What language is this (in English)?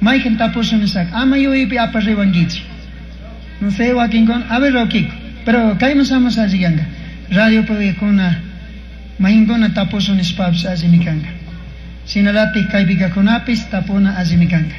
Chimborazo Highland Quichua